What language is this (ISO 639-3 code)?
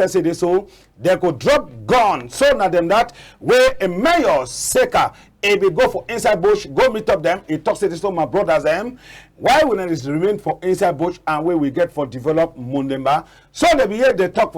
wes